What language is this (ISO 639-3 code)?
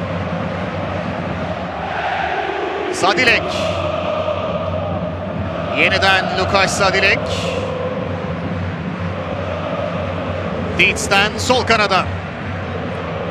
tur